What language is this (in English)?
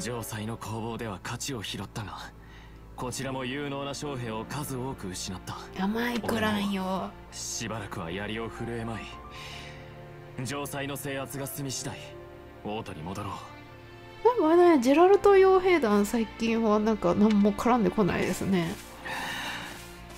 Japanese